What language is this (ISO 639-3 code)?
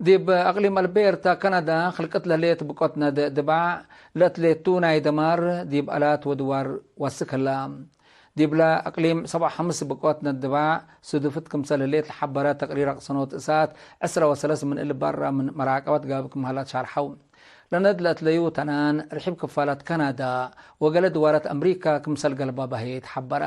tig